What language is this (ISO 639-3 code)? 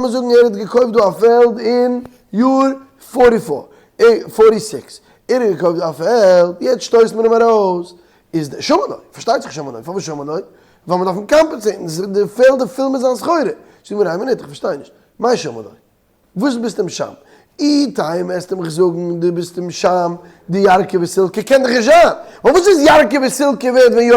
yid